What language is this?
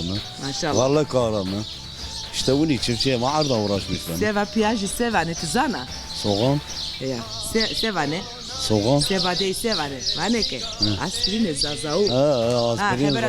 Zaza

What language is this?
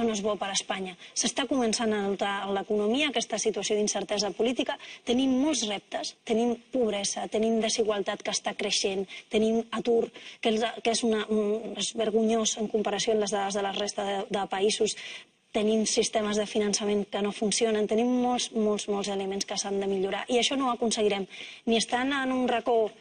Catalan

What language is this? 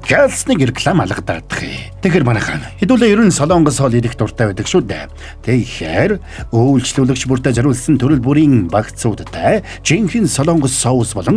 Mongolian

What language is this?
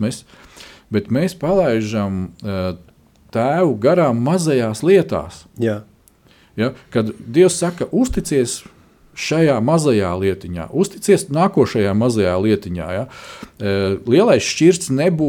Latvian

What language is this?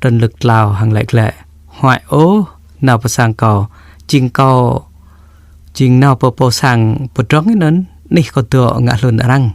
Jarai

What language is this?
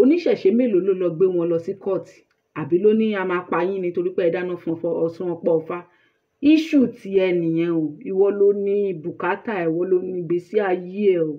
Yoruba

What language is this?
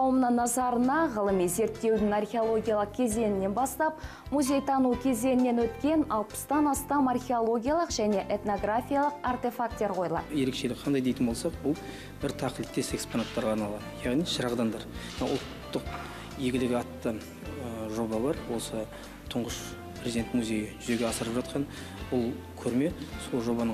Kazakh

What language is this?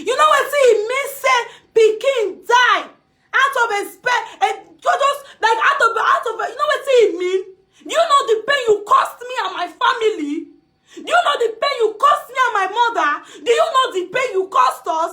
Nigerian Pidgin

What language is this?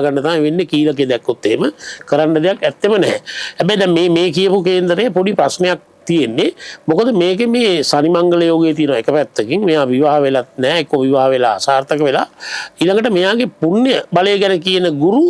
Sinhala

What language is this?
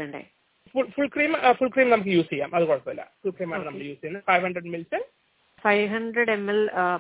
Malayalam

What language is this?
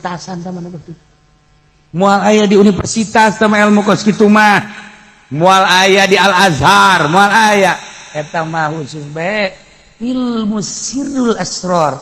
Sundanese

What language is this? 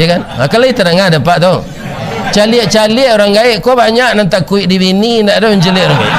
Minangkabau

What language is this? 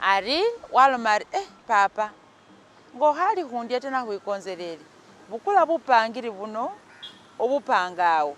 Masaaba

